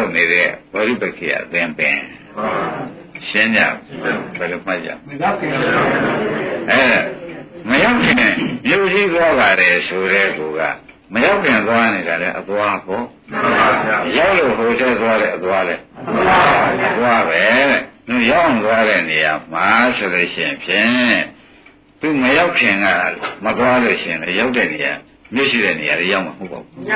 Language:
Burmese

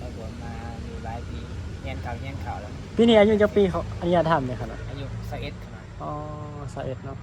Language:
Northeastern Thai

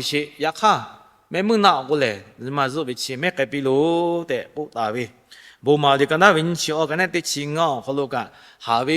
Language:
Lahu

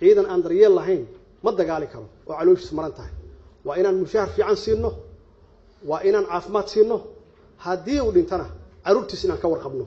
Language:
Somali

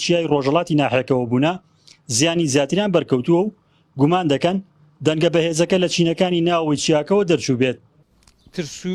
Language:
Central Kurdish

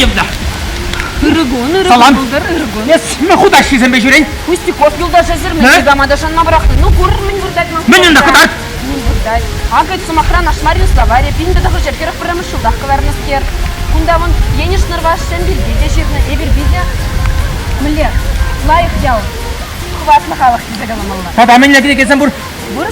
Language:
Chuvash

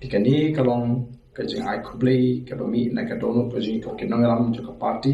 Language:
Khasi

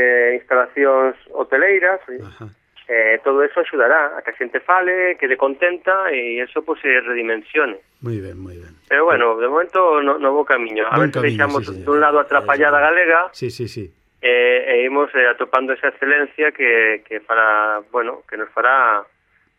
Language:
Galician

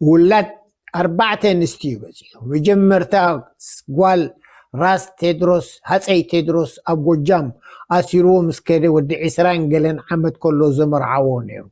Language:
Tigrinya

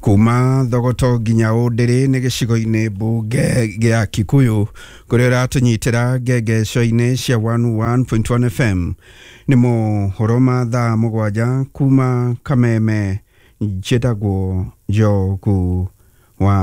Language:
Kikuyu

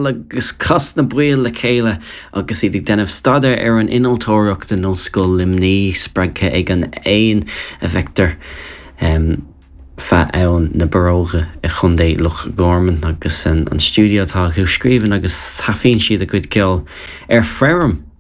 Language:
Irish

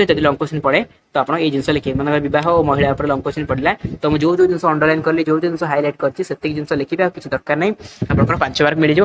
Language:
Odia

